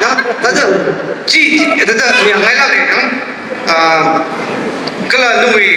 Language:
Tangkhul Naga (India)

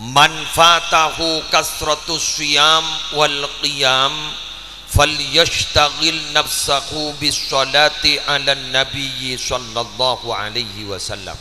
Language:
Madurese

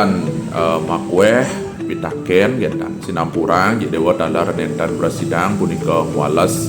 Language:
Balinese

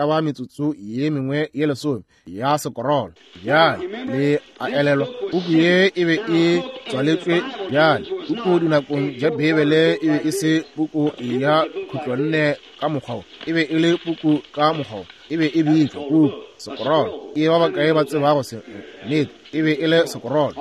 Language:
Northern Sotho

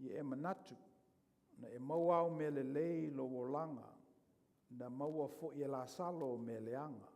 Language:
Samoan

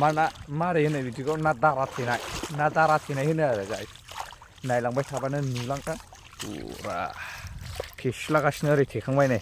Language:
Bodo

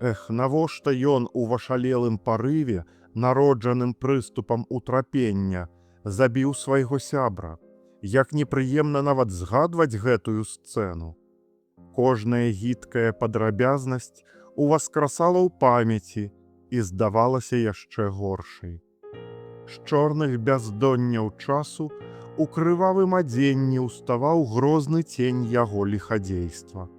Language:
Belarusian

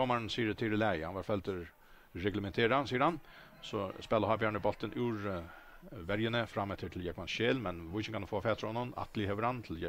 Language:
Faroese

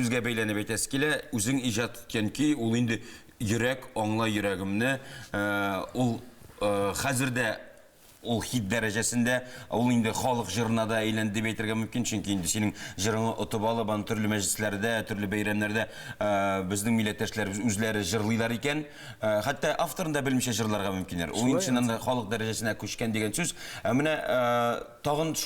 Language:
Tatar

